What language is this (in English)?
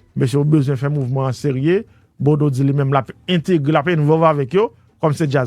Haitian Creole